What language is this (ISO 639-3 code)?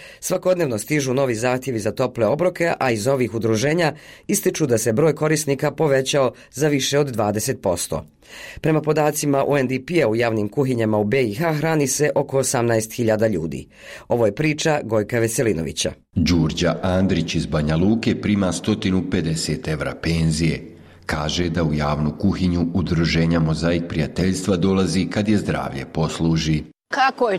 srp